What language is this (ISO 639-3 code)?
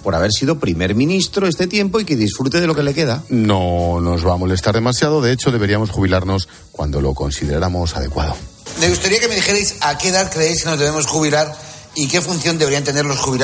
spa